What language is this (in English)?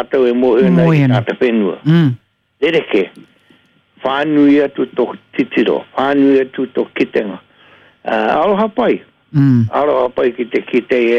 Māori